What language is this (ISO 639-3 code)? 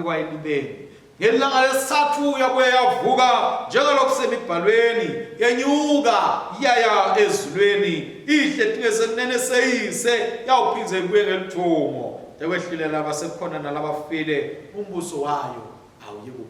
ssw